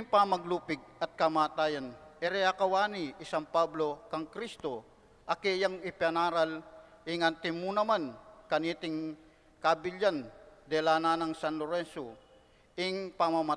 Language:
Pampanga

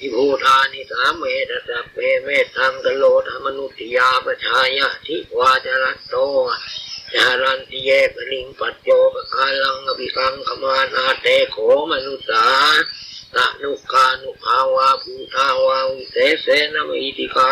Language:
Pali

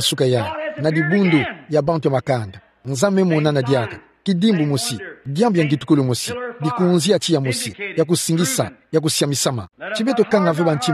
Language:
Kituba (Democratic Republic of Congo)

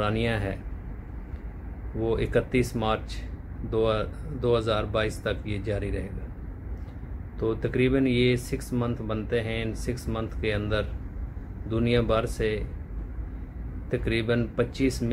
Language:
Hindi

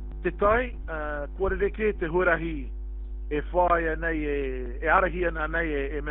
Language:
Māori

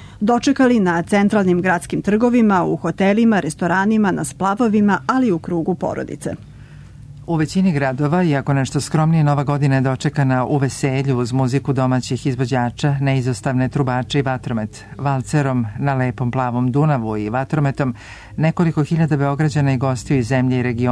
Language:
Serbian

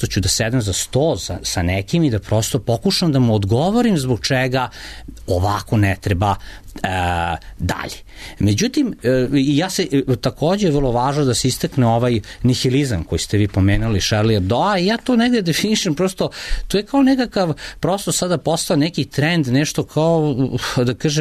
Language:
Serbian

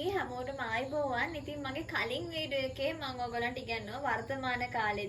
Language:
Sinhala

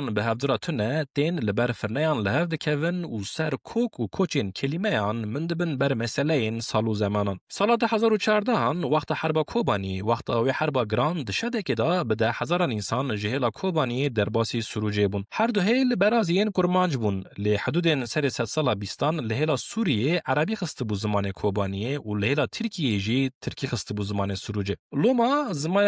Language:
Kurdish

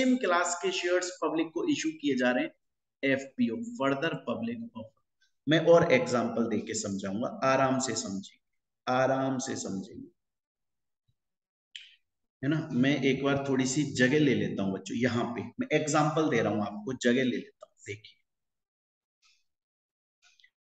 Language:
Hindi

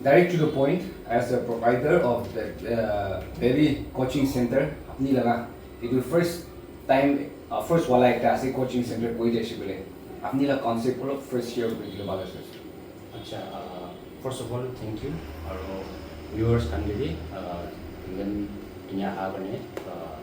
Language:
Naga Pidgin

